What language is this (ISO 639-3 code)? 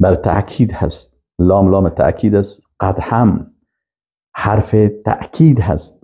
fas